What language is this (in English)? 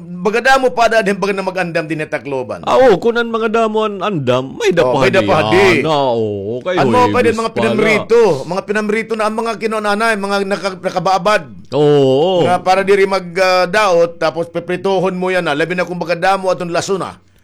Waray